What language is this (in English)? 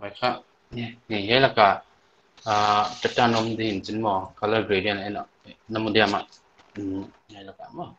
Paite Chin